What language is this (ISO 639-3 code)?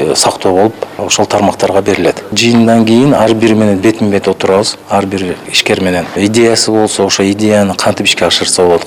kir